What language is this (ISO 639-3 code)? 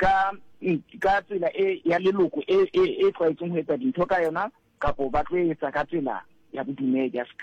sot